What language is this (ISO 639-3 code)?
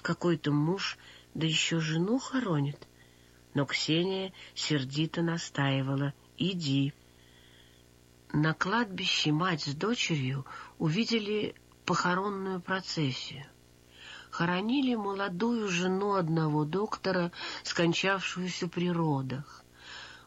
rus